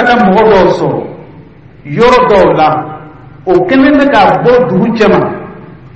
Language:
Dyula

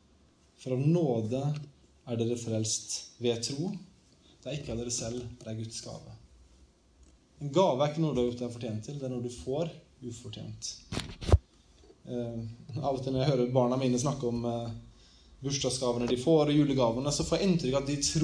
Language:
Norwegian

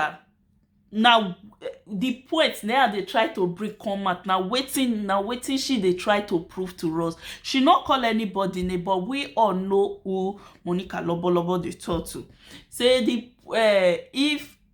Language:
Nigerian Pidgin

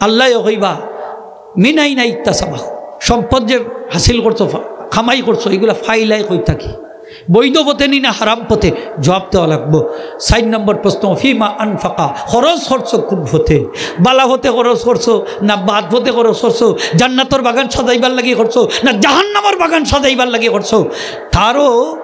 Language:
Sylheti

